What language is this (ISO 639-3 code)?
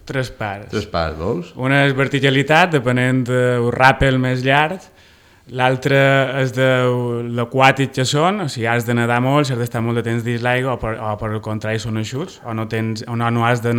cat